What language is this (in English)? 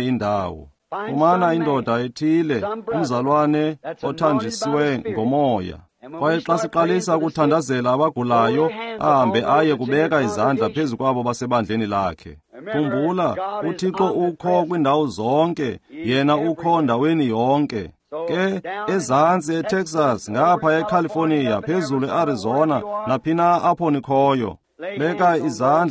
Xhosa